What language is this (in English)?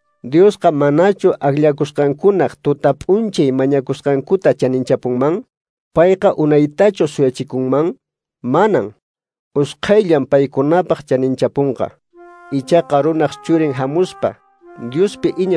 Quechua